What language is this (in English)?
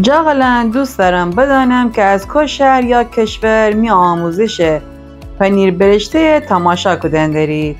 Gilaki